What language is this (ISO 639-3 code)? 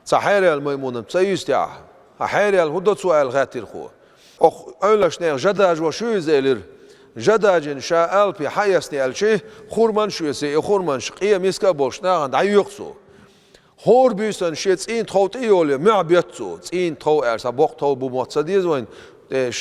che